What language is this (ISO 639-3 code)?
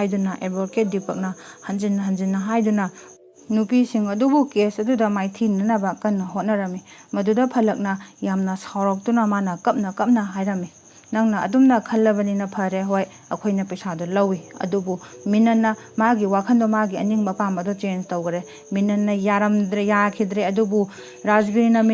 mni